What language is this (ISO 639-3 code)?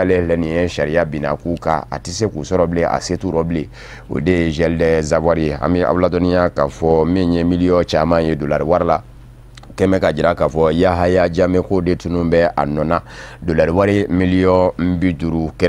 bam